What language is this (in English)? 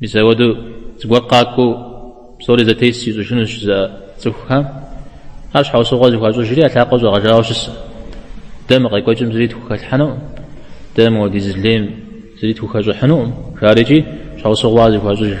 Kabardian